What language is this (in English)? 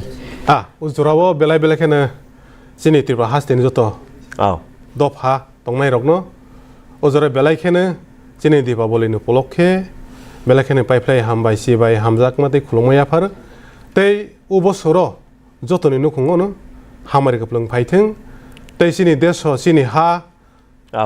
Kok Borok